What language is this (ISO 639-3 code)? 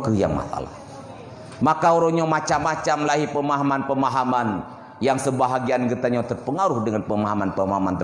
ace